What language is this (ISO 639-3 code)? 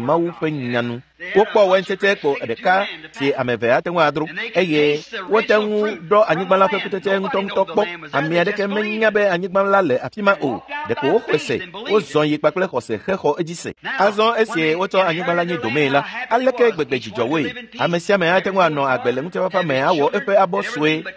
ewe